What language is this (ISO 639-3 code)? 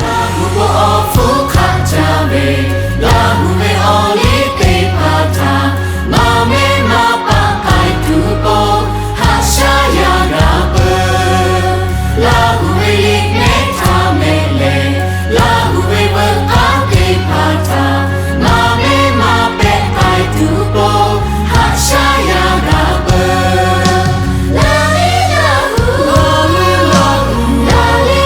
lhu